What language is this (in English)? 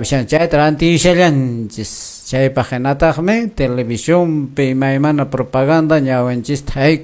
Quechua